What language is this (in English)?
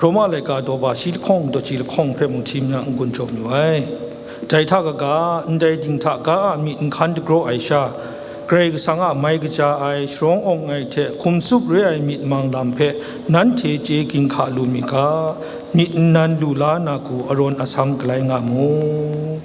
Kachin